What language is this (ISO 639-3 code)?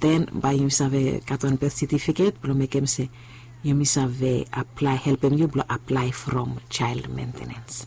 bis